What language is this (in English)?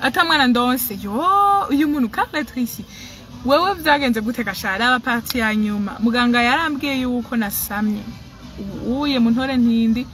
Rundi